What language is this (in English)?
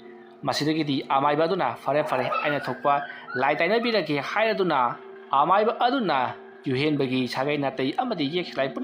Manipuri